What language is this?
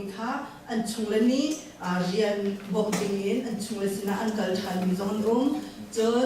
Hakha Chin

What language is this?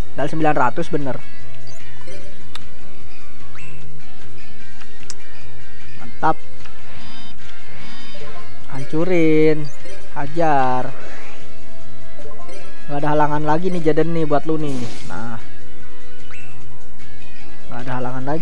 Indonesian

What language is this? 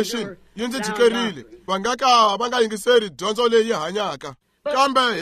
Tsonga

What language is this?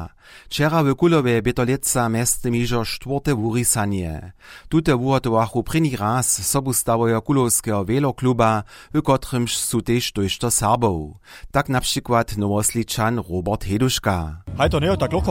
Upper Sorbian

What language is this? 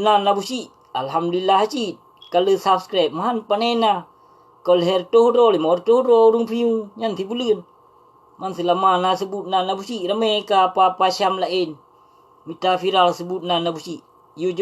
Achinese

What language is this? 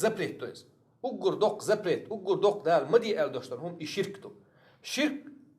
Chechen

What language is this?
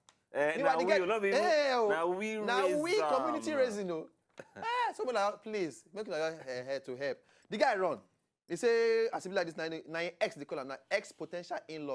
Nigerian Pidgin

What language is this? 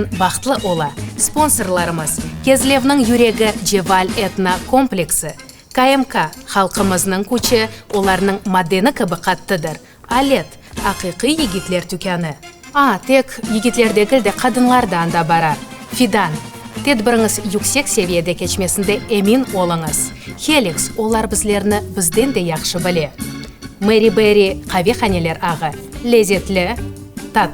Crimean Tatar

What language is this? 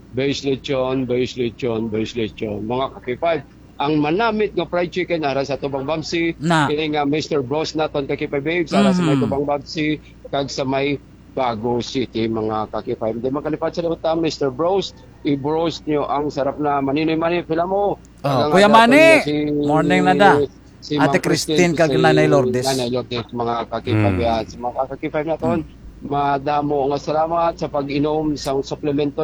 Hiligaynon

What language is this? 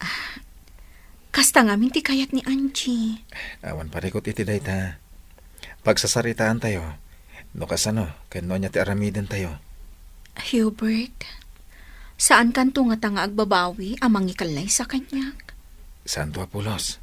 Iloko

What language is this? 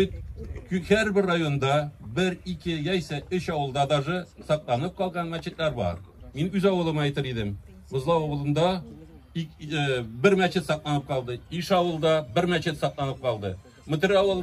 Tatar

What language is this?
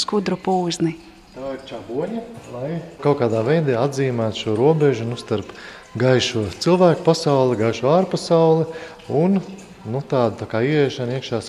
Latvian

